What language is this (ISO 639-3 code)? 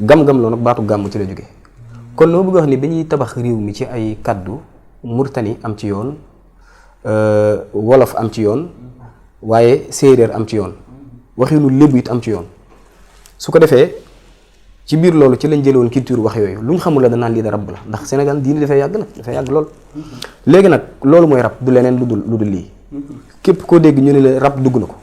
wol